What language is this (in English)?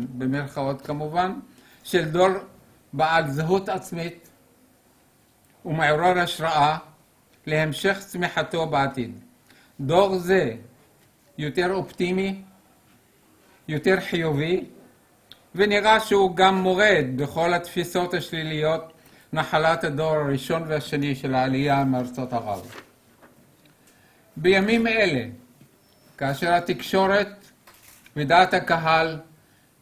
Hebrew